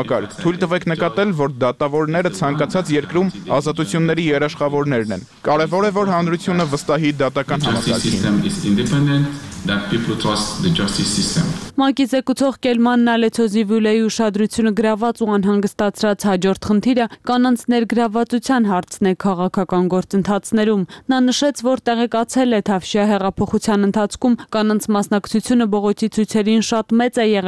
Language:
Armenian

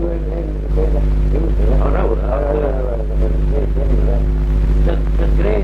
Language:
Manx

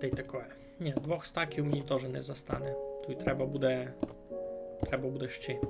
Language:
Rusyn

